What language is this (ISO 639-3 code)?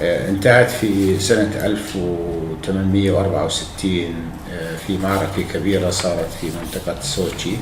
apc